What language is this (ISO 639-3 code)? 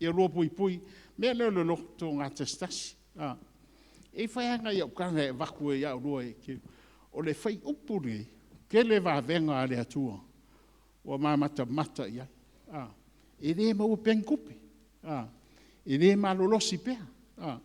smo